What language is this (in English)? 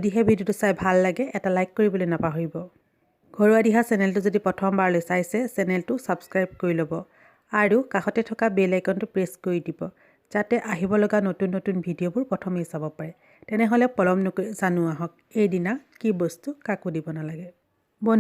Assamese